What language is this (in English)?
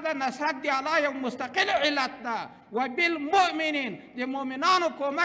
Pashto